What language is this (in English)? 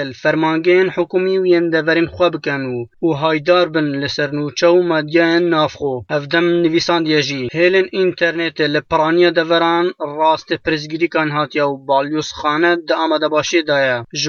Kurdish